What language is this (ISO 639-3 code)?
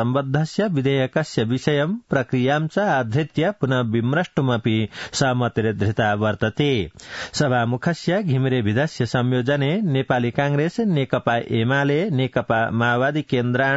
san